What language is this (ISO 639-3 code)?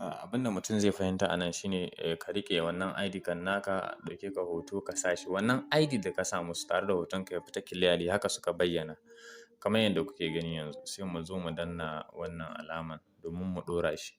hau